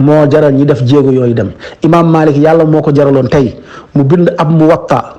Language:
Wolof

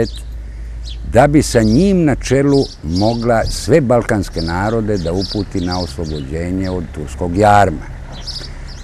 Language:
Serbian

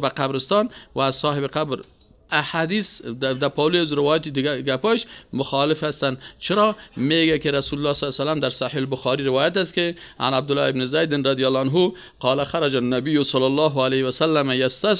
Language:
Persian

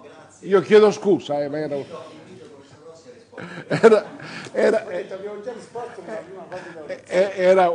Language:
Italian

